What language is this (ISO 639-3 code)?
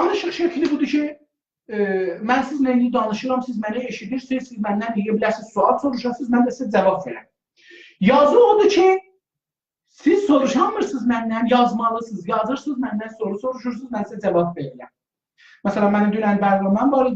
azb